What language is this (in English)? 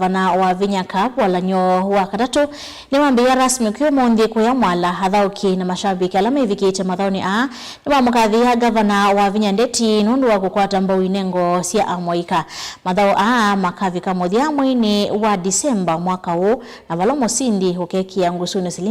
Kamba